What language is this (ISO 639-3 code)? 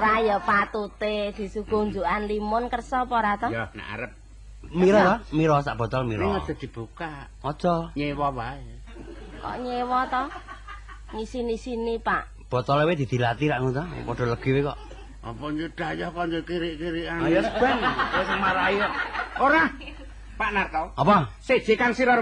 jav